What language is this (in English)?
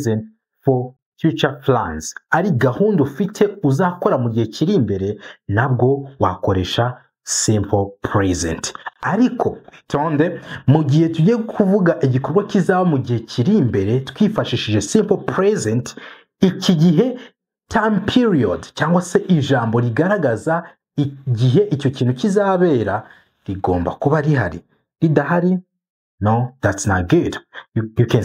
Kinyarwanda